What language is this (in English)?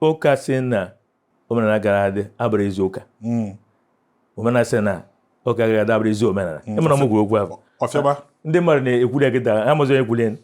Igbo